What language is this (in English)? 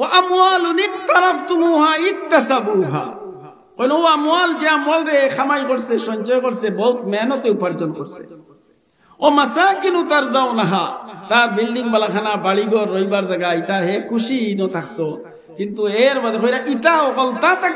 Sylheti